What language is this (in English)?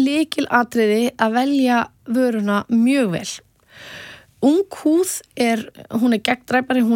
Icelandic